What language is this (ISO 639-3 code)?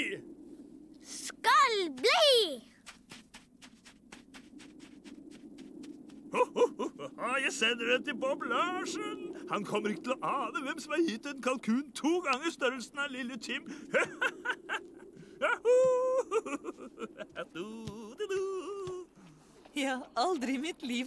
nor